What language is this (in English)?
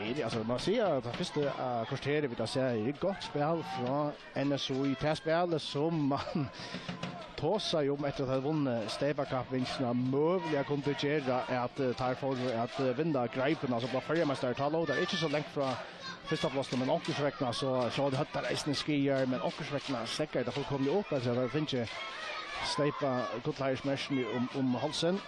Faroese